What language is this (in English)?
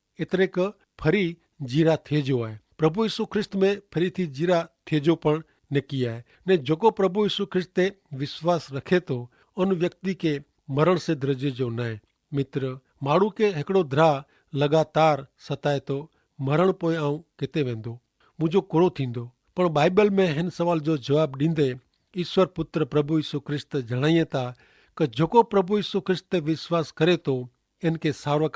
Kachhi